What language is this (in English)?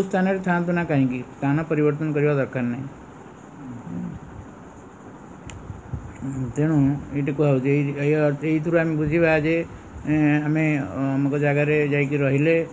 Odia